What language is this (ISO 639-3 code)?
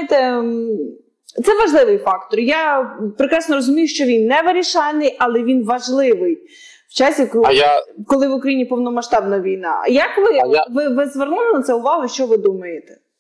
ukr